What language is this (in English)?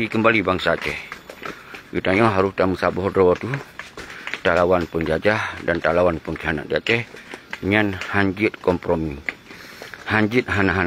Achinese